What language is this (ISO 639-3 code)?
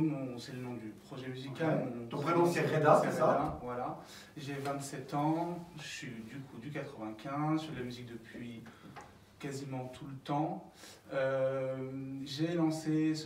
fra